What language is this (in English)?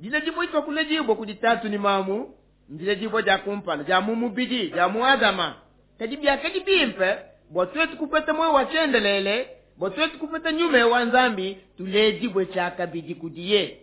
Luba-Lulua